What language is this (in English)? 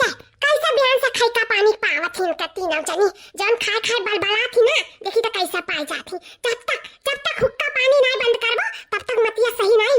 Awadhi